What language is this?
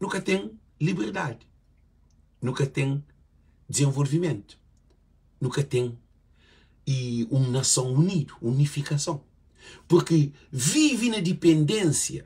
Kabuverdianu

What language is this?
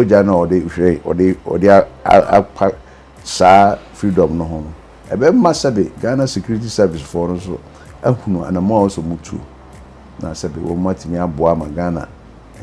Akan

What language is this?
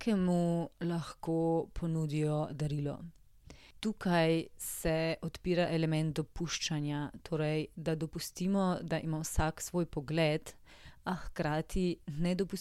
Slovenian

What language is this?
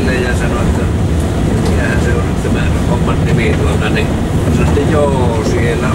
Finnish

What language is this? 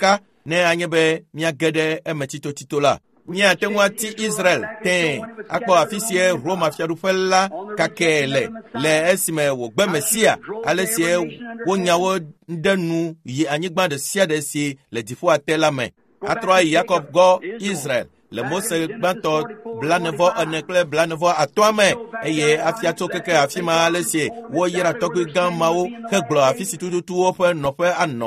Ewe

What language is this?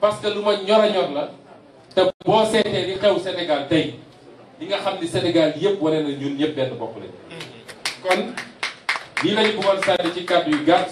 Wolof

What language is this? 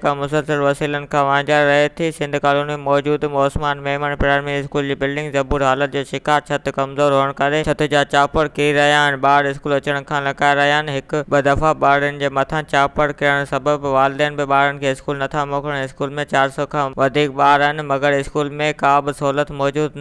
Sindhi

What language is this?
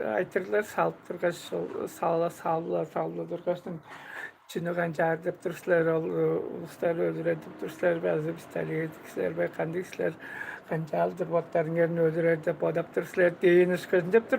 Tuvinian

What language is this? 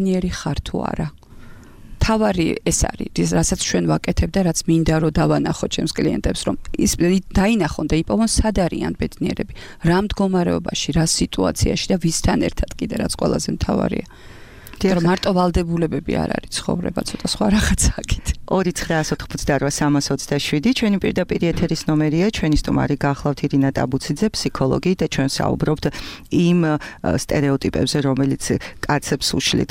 Georgian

